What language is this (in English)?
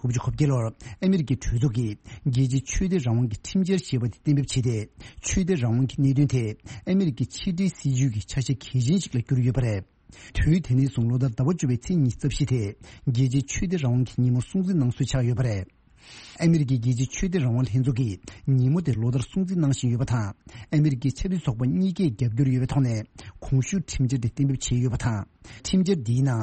Tibetan